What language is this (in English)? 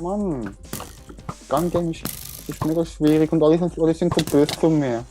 Swiss German